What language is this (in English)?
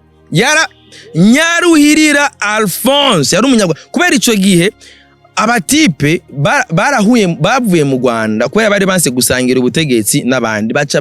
Rundi